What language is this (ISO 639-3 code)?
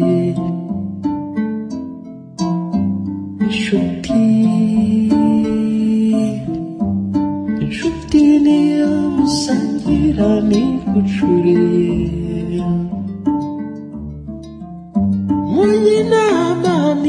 kin